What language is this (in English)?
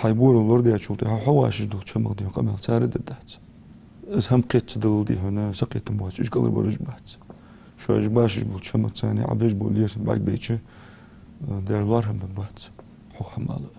Ingush